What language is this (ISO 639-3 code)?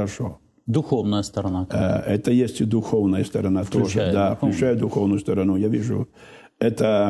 rus